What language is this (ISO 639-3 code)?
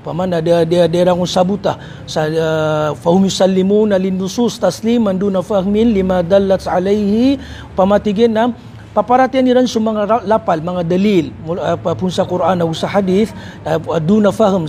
mrw